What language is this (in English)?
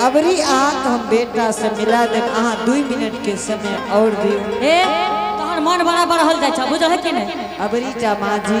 Angika